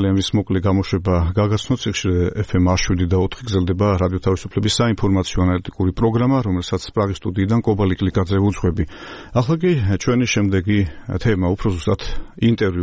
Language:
Georgian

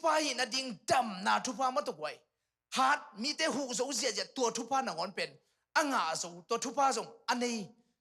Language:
Tedim Chin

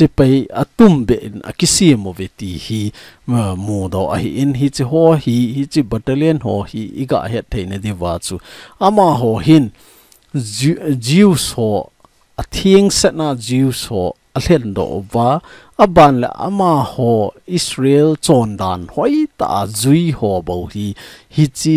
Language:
Thado Chin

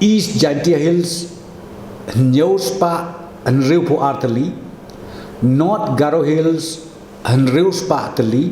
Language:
Khasi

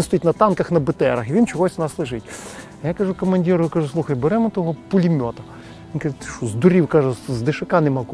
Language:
Ukrainian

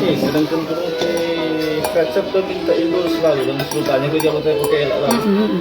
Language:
Manado Malay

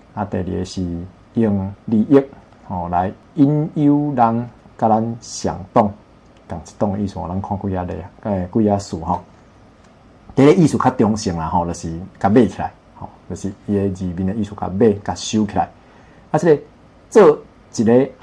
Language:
Min Nan Chinese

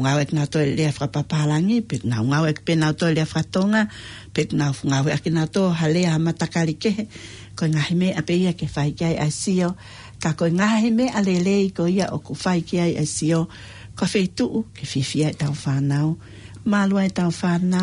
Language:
Tongan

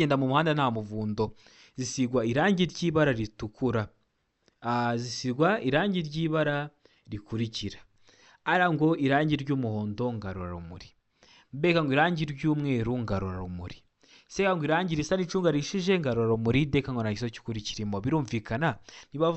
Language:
Kinyarwanda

